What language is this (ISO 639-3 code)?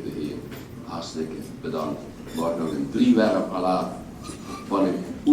lim